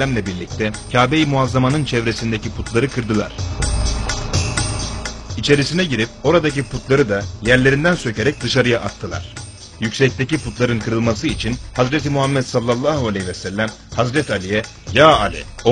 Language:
Turkish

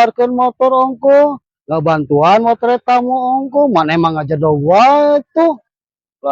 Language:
Sundanese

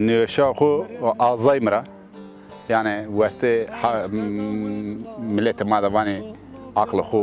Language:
Zaza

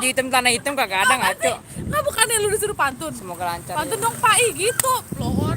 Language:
Betawi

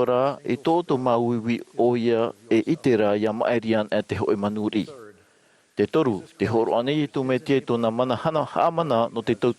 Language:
Tahitian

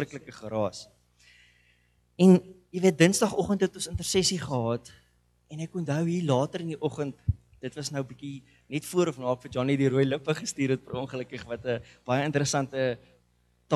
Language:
Afrikaans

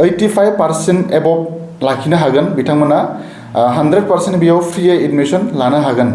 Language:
Bodo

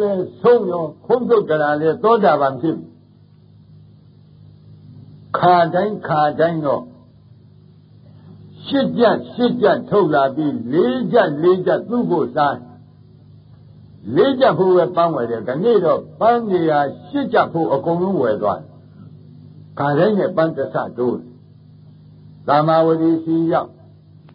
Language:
Burmese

